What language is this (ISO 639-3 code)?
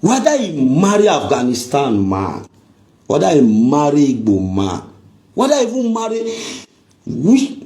pcm